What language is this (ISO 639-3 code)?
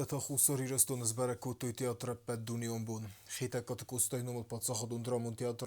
oss